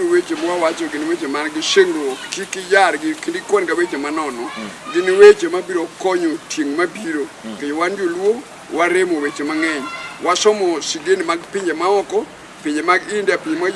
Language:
Luo (Kenya and Tanzania)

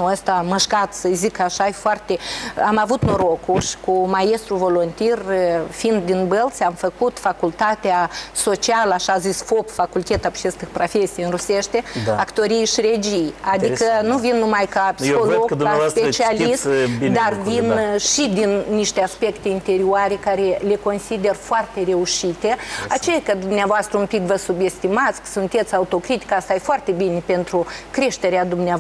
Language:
Romanian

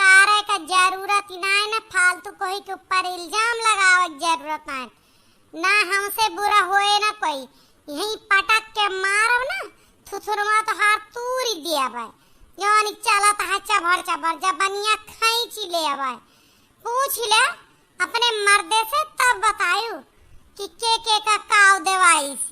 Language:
Awadhi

